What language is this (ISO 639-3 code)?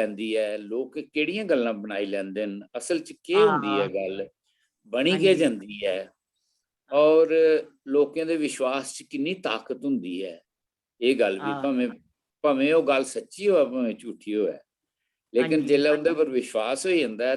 doi